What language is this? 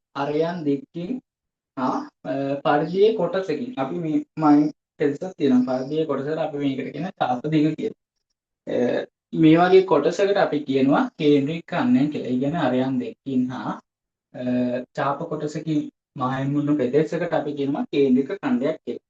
Sinhala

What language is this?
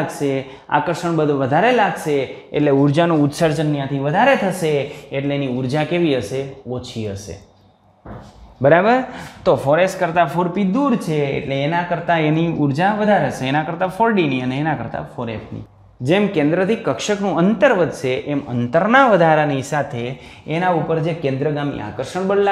Gujarati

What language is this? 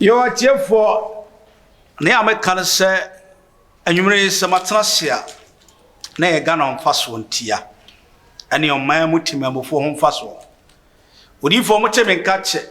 Akan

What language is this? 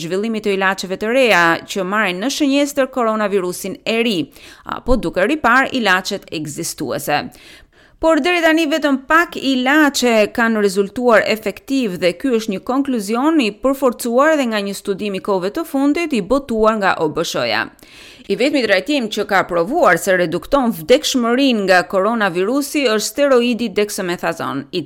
Albanian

